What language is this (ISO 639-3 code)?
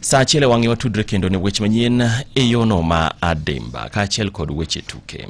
luo